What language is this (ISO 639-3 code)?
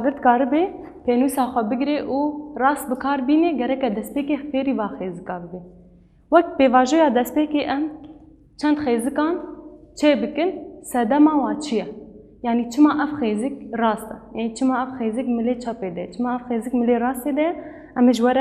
kur